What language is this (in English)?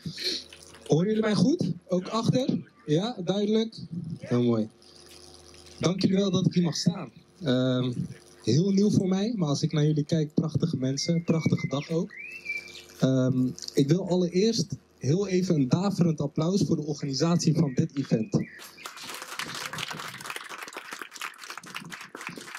Dutch